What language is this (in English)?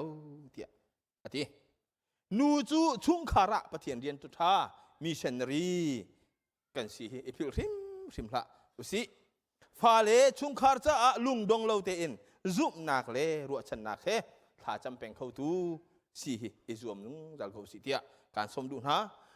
Hakha Chin